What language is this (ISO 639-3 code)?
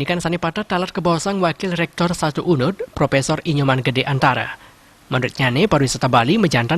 ban